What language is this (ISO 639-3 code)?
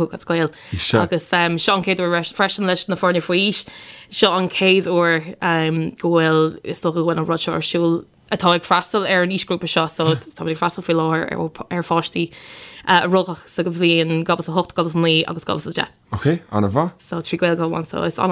gle